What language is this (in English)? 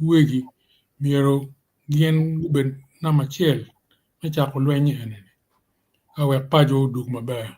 Acoli